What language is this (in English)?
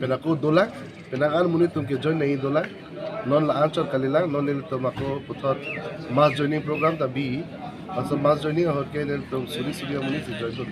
Karbi